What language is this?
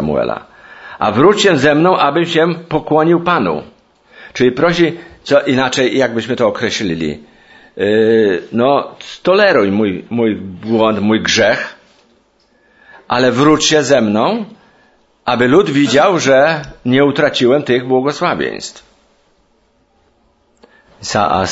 Polish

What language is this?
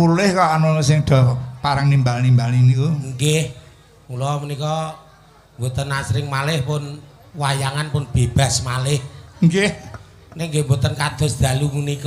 Javanese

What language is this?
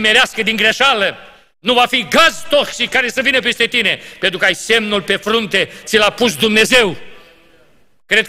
Romanian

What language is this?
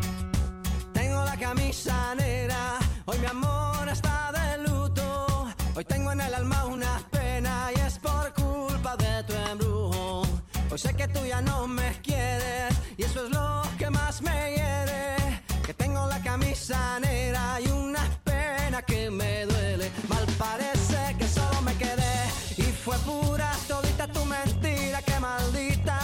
Spanish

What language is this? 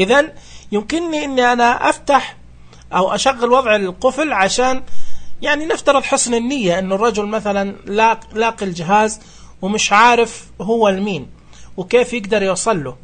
Najdi Arabic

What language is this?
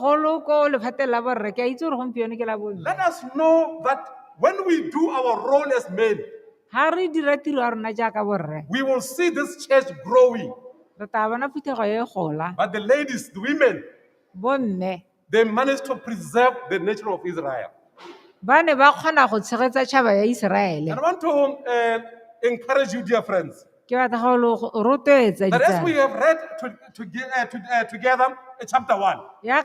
Tswana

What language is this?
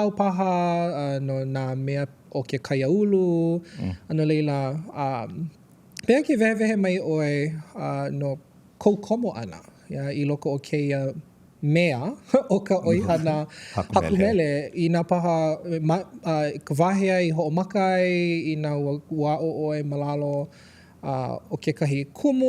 Hawaiian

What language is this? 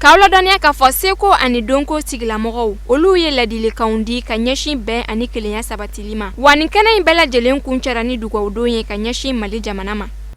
Bambara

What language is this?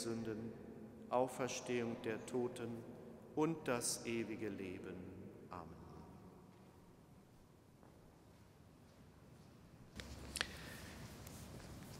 German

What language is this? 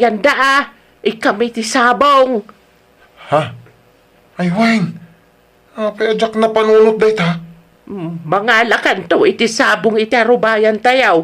Iloko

